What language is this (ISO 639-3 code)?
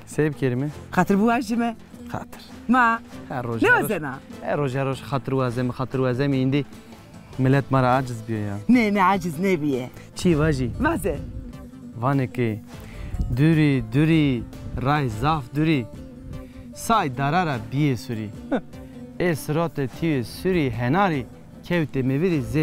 zza